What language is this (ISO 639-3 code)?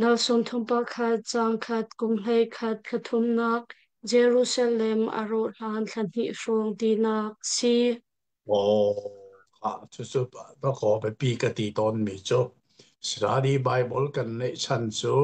cnh